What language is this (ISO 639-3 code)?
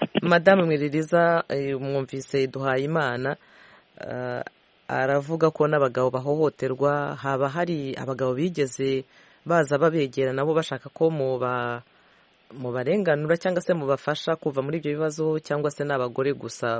kin